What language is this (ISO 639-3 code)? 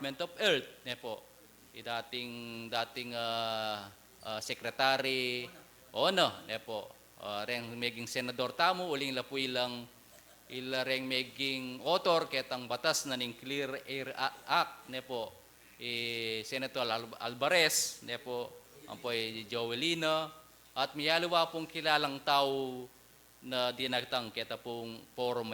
pam